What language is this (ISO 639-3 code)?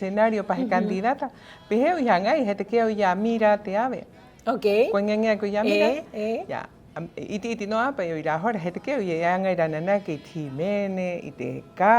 rap